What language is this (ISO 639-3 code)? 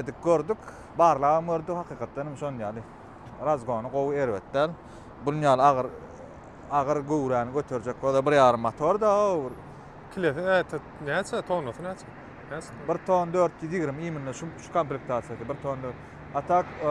tuk